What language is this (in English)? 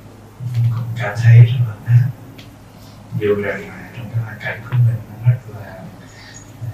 Vietnamese